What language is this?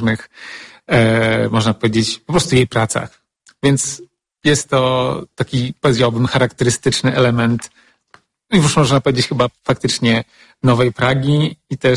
Polish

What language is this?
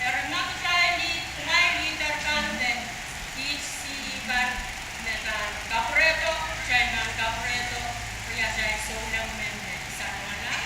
Pohnpeian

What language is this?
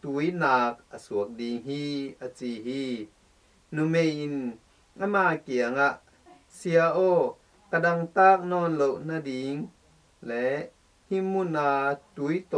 Tedim Chin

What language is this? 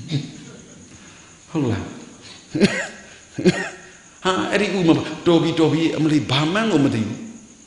Burmese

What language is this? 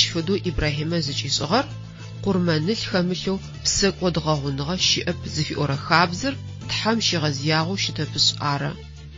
Adyghe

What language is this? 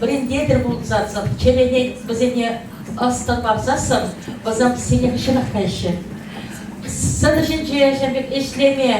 Chuvash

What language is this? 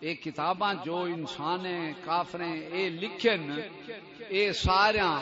Saraiki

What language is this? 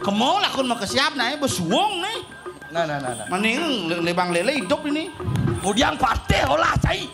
Balinese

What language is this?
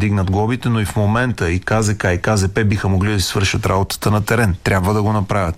Bulgarian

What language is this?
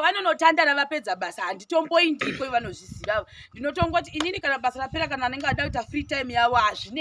Shona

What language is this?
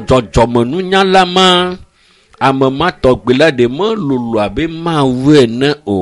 Ewe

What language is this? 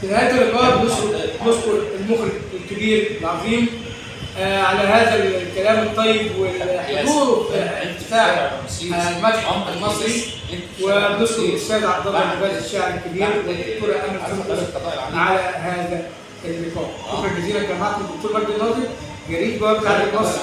Egyptian Arabic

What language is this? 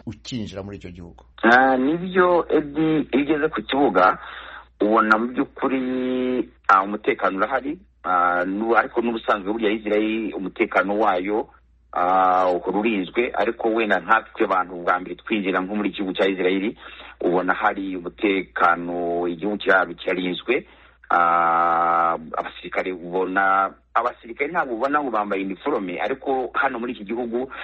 Kinyarwanda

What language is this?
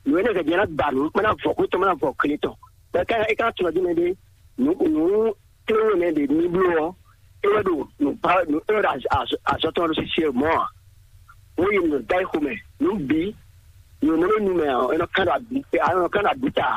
Fon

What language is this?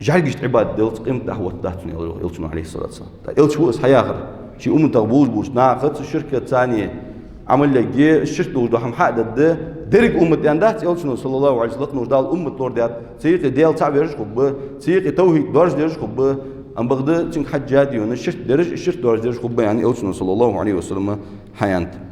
Ingush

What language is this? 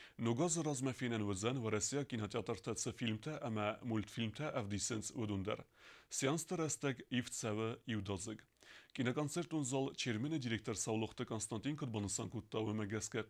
Ossetic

